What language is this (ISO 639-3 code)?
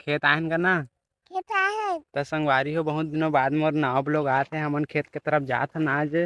hne